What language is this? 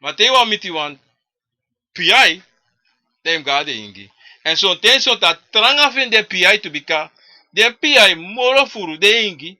Sranan Tongo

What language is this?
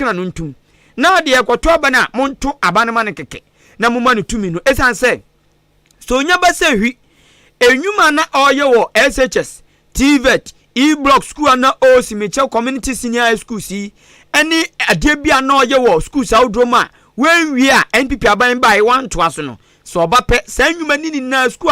Akan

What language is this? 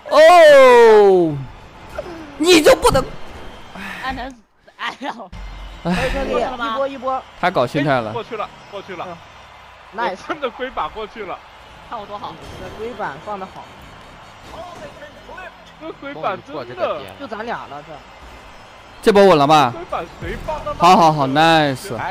Chinese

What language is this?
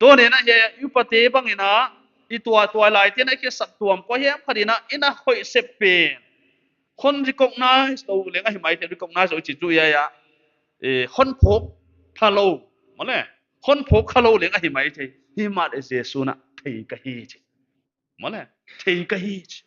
Paite Chin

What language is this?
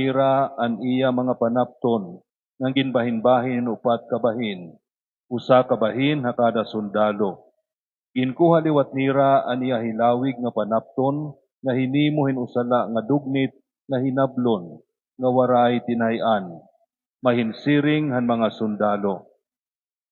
Waray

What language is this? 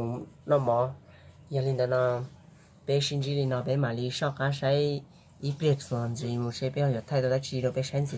Hmong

